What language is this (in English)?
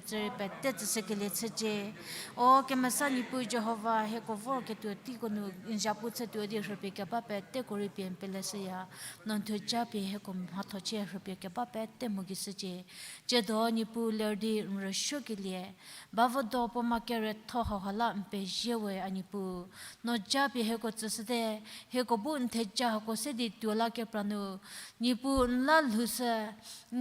Angami Naga